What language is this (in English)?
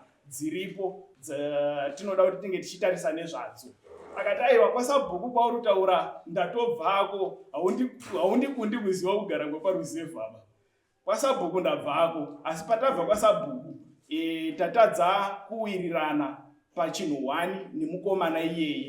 Shona